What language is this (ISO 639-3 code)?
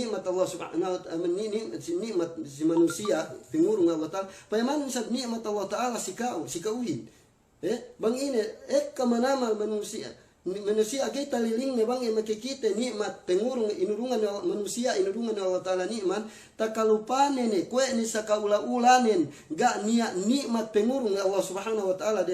yka